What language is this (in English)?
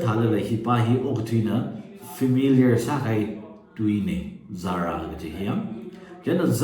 Tangkhul Naga (India)